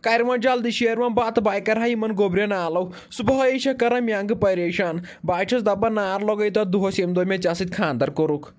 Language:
Kashmiri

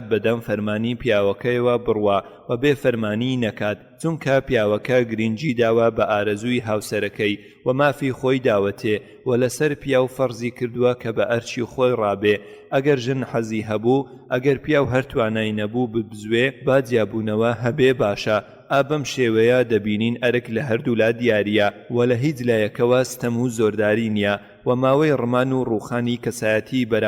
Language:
Central Kurdish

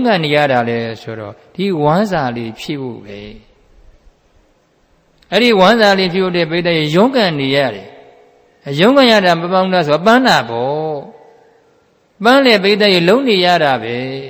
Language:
Burmese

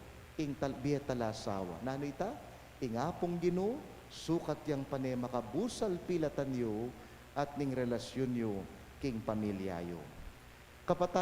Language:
Pampanga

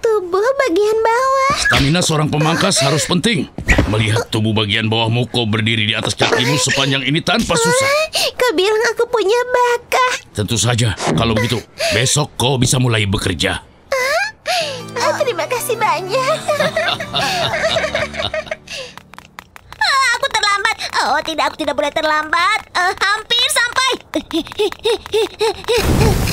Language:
Indonesian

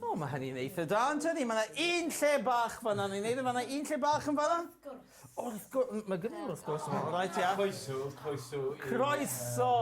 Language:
Welsh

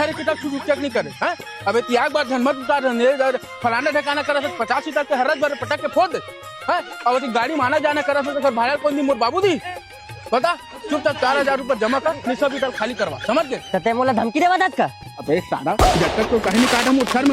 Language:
Chhattisgarhi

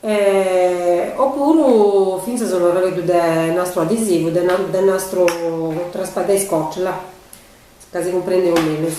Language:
Sardinian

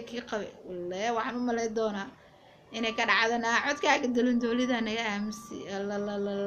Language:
Somali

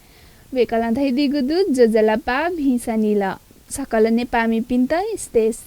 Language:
Newari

